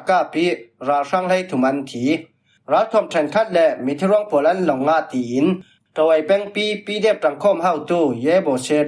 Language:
Falam Chin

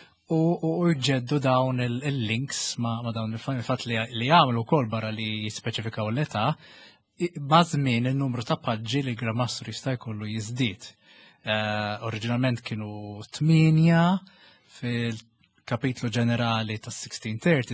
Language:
Maltese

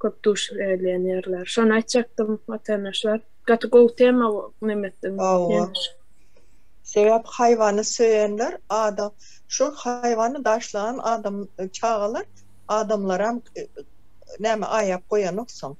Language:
Turkmen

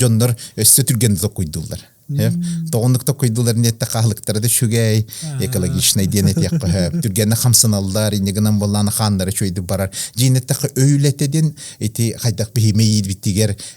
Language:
Yakut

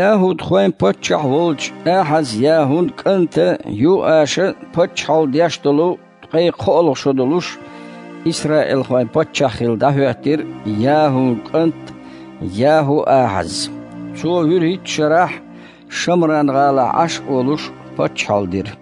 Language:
Chechen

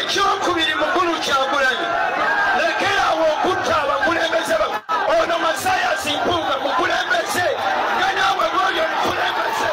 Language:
Ganda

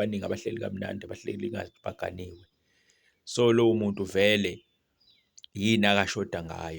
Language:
Zulu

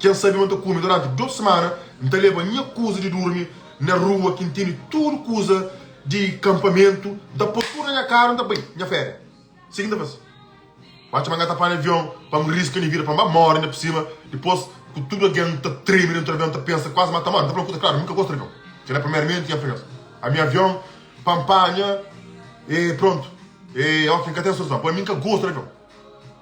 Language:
Kabuverdianu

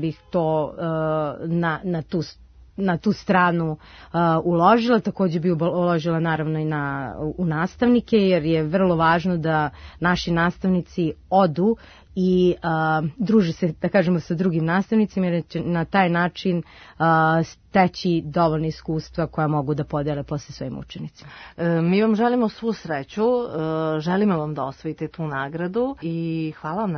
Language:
Serbian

